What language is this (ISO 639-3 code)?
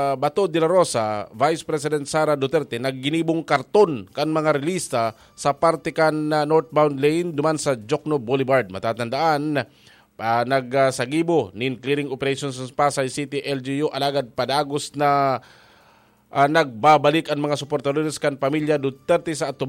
bik